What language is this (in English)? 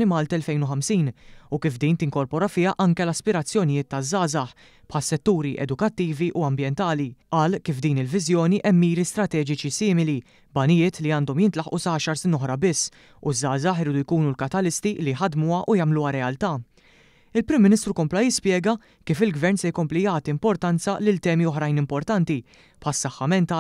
Maltese